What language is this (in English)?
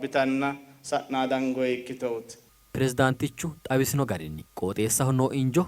Sidamo